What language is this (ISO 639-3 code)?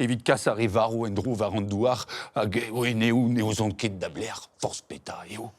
bre